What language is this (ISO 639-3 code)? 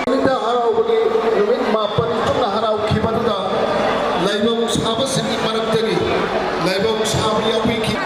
mni